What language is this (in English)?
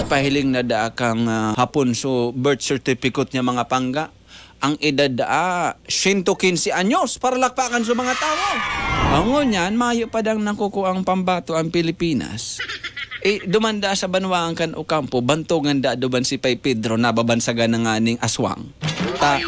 Bikol